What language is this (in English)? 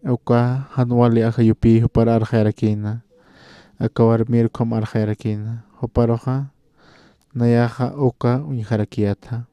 Aymara